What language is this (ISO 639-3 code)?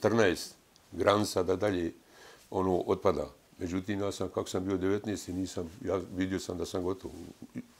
bos